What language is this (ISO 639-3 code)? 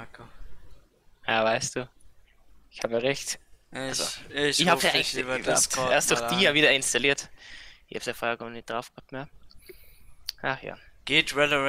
deu